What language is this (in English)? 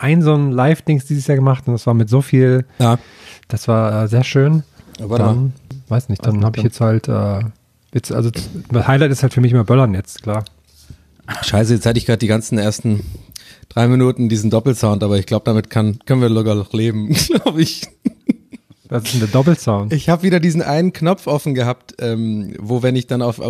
German